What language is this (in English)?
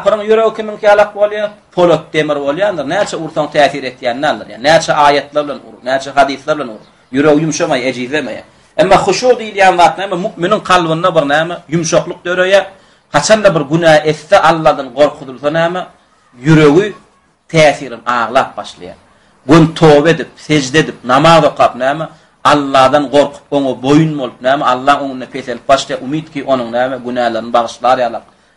Turkmen